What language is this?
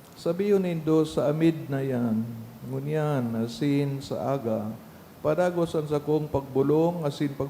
Bikol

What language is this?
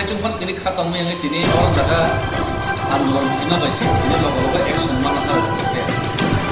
Kok Borok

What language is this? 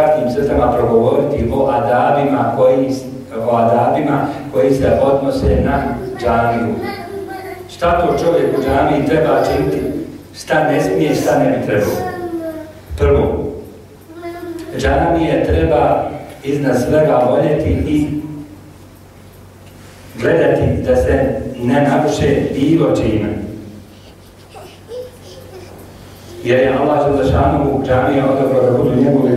Bosnian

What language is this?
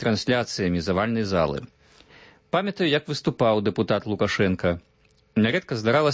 Belarusian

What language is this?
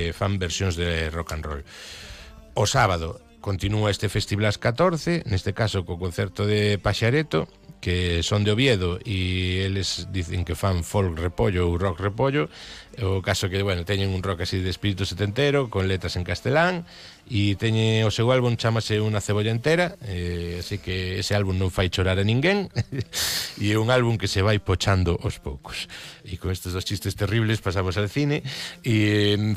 Galician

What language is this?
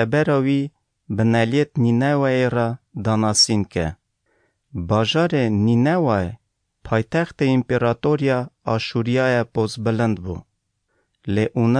Kurdish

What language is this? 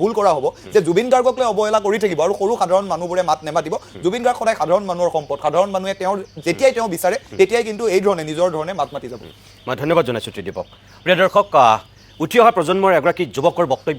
Assamese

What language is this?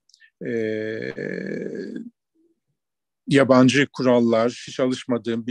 Turkish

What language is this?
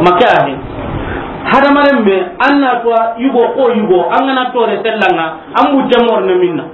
Soninke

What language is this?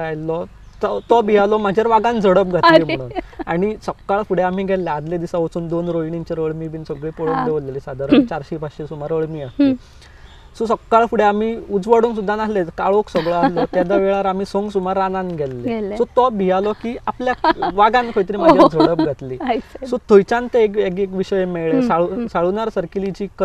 Konkani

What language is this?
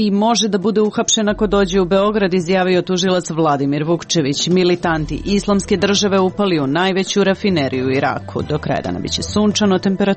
Serbian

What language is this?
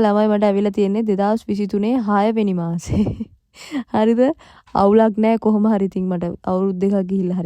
Sinhala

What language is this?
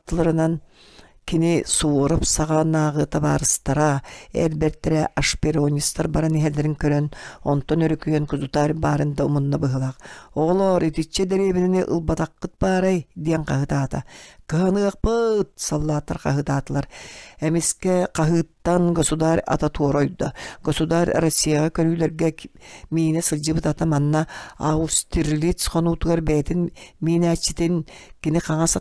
Yakut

